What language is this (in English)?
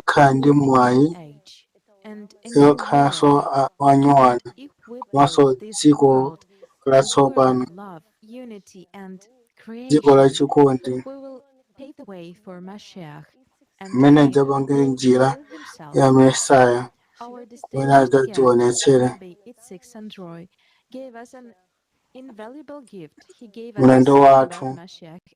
Nyanja